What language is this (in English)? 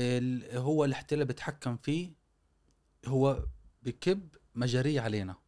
Gulf Arabic